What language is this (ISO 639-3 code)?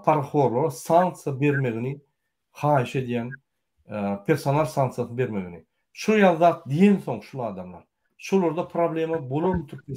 tuk